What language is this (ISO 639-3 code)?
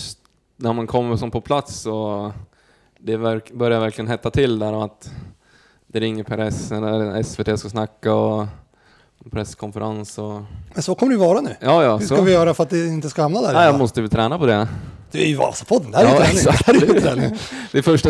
swe